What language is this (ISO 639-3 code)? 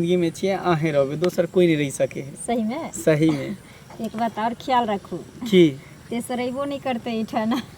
mai